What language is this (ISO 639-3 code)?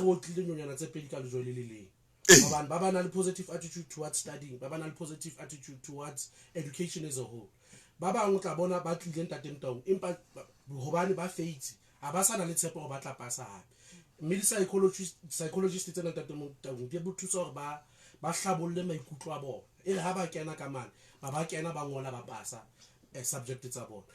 sot